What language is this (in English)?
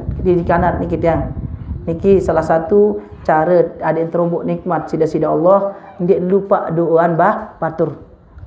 Sasak